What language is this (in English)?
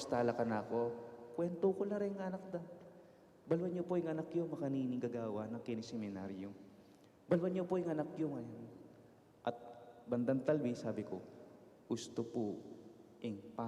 Pampanga